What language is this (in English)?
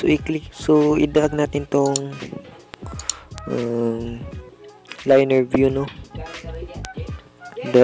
Filipino